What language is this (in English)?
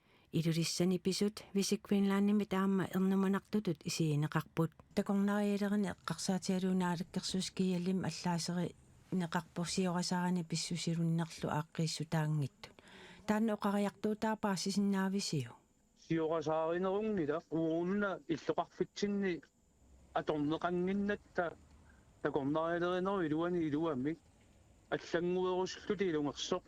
Kalaallisut